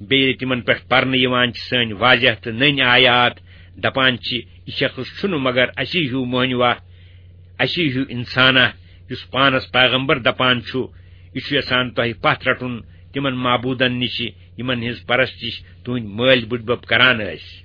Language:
Kashmiri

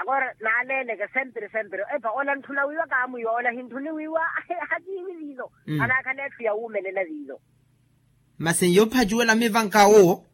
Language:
Makhuwa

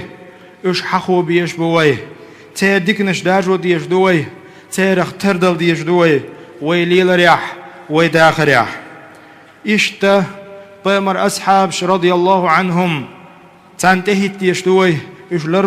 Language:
Chechen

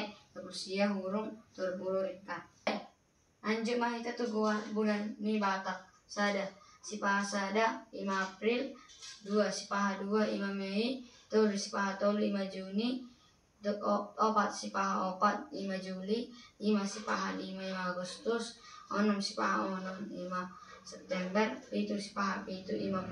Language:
Batak Toba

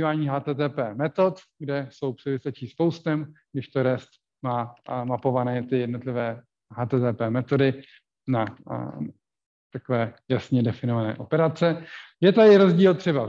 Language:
Czech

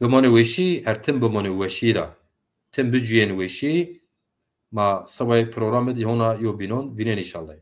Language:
Zaza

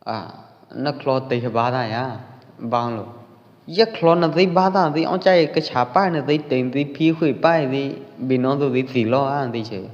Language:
Pwo Eastern Karen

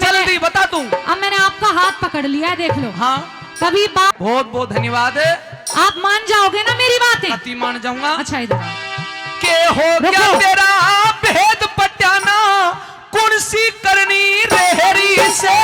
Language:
Haryanvi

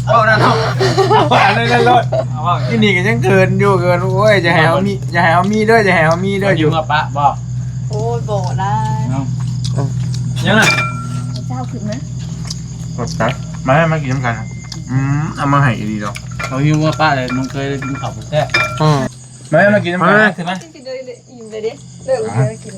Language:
Northeastern Thai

